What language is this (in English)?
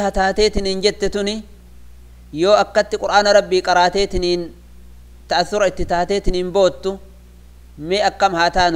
Oromo